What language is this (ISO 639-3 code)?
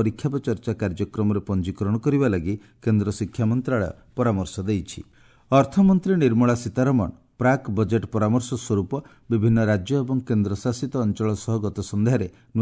ori